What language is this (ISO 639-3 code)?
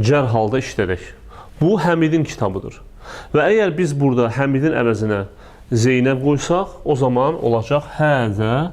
aze